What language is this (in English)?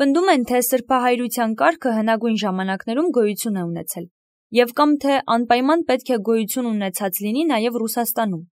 Armenian